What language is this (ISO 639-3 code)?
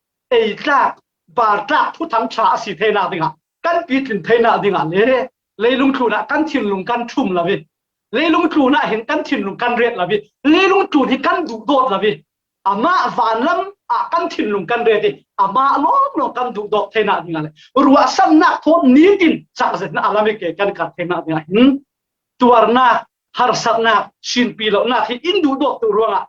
cfm